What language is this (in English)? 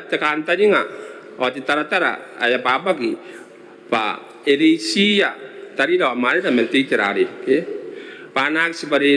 Gilbertese